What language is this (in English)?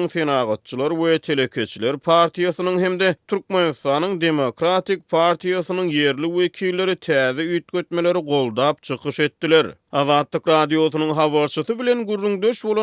Turkmen